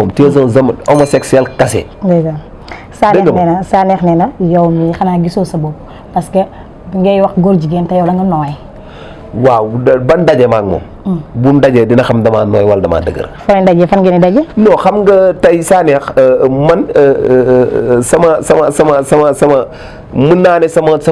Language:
Wolof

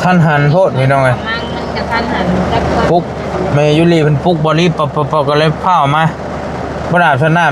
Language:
Lao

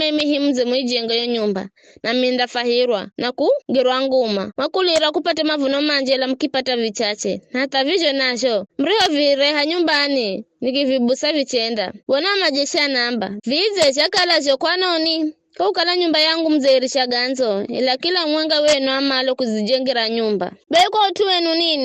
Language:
Giryama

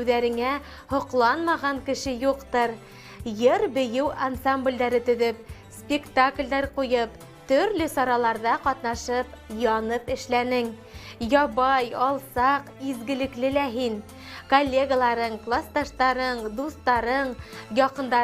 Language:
Bashkir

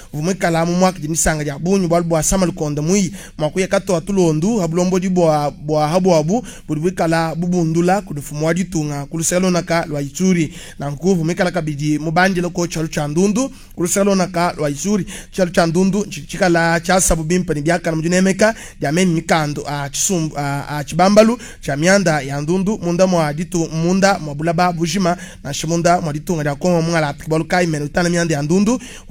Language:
Luba-Lulua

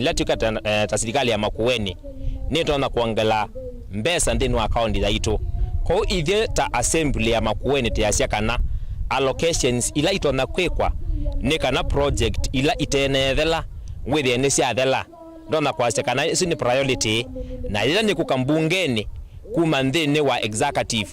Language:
Kamba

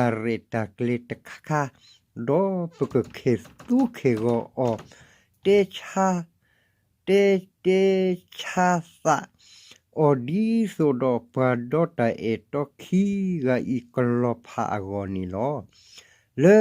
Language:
S'gaw Karen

